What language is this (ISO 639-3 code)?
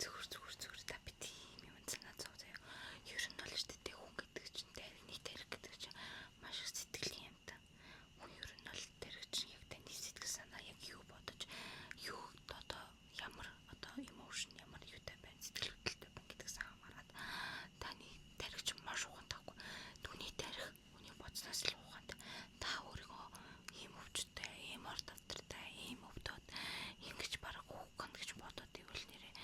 mon